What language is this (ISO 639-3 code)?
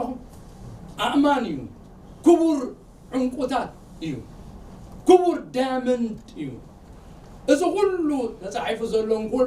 tir